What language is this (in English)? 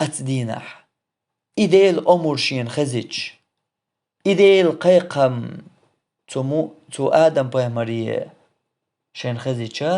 Chechen